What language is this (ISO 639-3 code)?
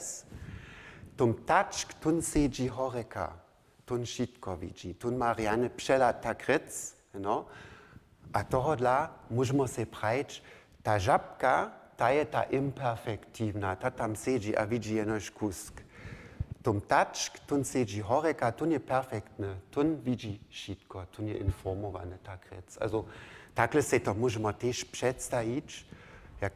hsb